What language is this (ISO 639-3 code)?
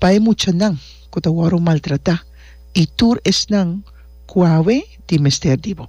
pap